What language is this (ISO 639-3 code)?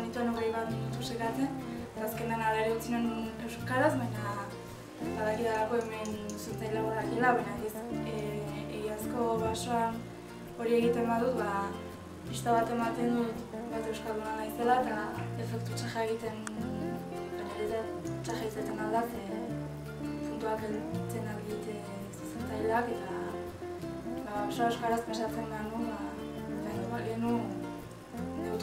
eus